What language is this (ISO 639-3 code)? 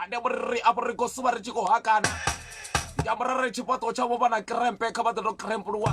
ven